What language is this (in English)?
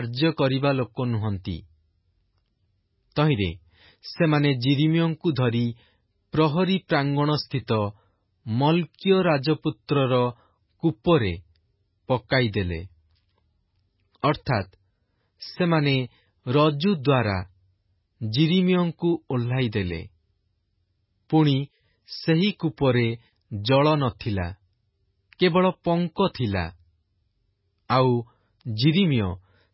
Odia